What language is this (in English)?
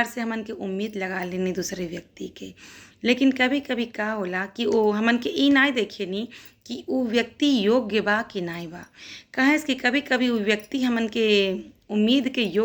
Bhojpuri